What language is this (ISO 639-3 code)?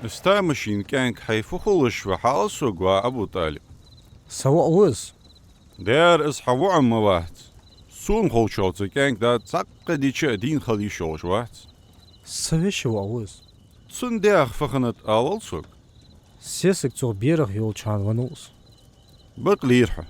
inh